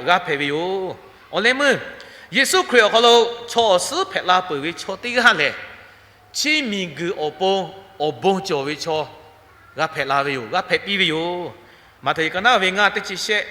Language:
Lahu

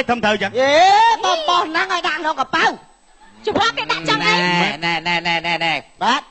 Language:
Khmer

